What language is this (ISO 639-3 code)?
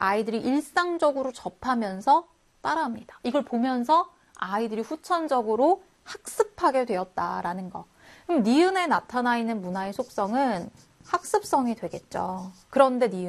kor